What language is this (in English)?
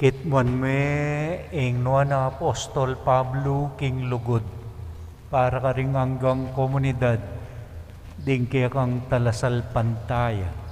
Pampanga